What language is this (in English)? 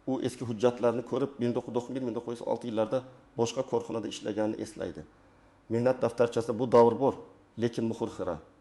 Uzbek